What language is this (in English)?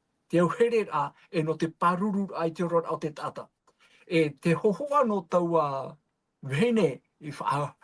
Tahitian